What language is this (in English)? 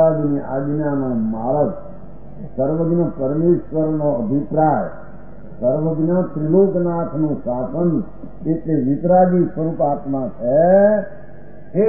Gujarati